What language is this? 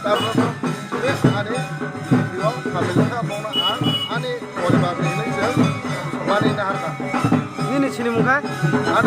Kok Borok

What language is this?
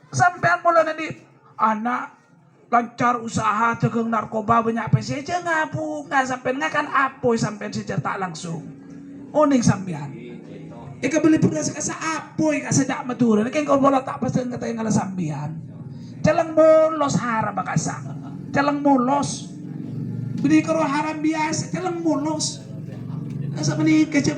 Madurese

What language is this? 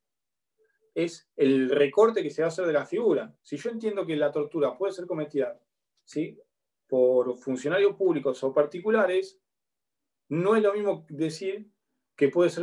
Spanish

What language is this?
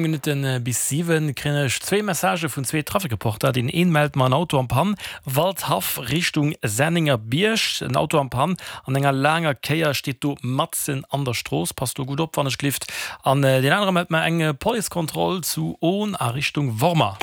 Luxembourgish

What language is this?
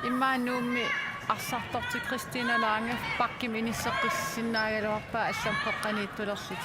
Kalaallisut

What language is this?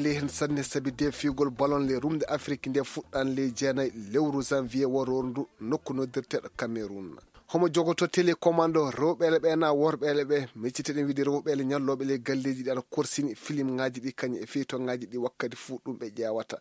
Fula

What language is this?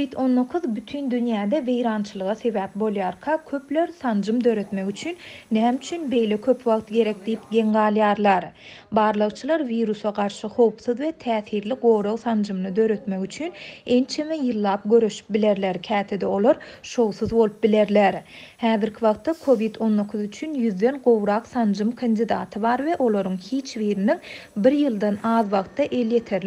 Turkmen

